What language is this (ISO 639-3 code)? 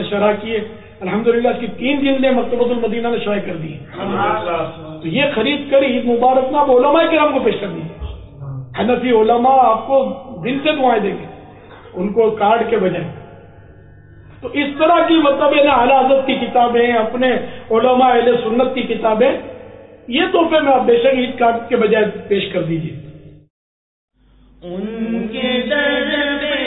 urd